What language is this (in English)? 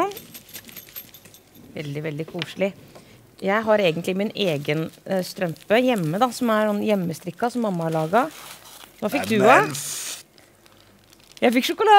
Norwegian